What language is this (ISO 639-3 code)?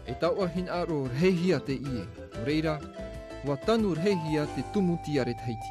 tah